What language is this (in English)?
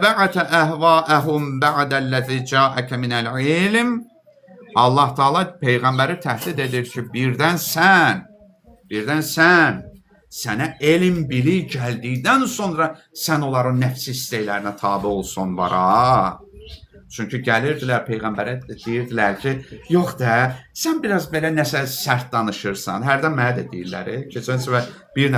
Azerbaijani